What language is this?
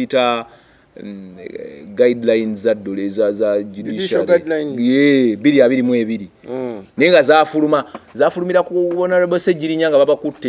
Ganda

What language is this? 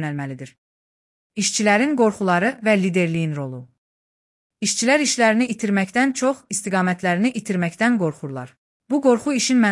Azerbaijani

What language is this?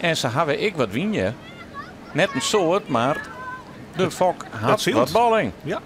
Western Frisian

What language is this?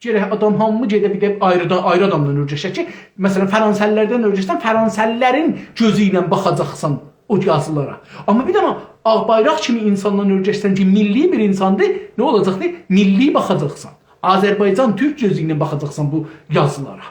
South Azerbaijani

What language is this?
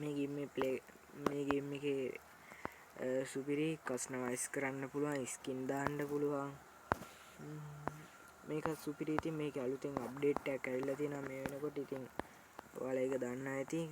Sinhala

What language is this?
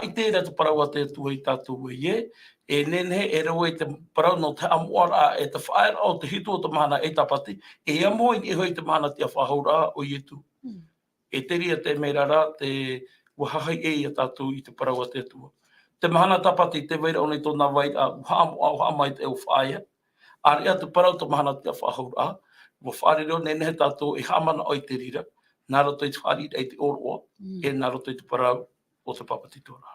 Tahitian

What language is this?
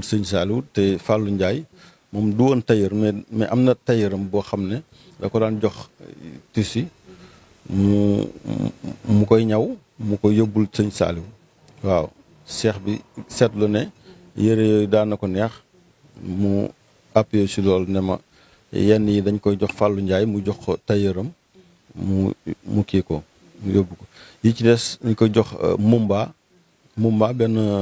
Wolof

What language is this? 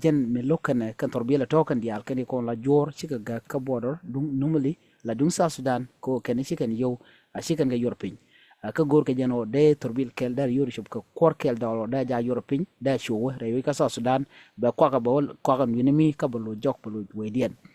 Nuer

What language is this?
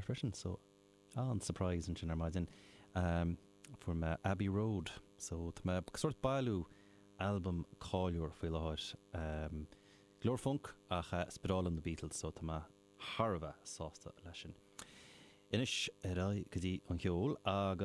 Irish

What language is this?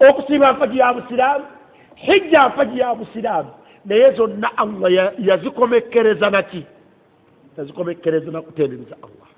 Ganda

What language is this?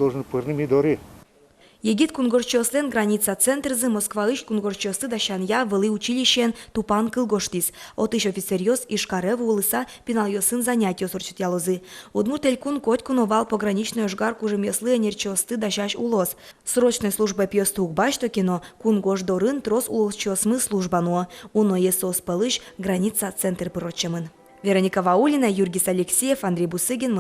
Udmurt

